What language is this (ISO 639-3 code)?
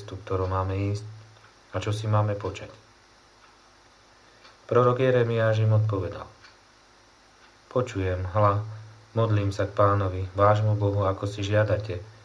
slk